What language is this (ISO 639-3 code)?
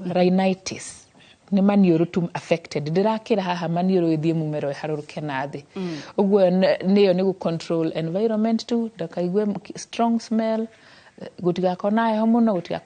kik